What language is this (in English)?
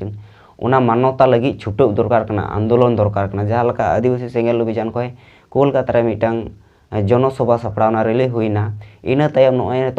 Santali